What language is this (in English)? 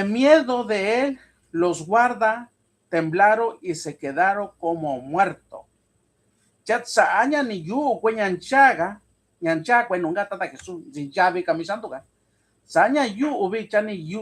Mixtepec Mixtec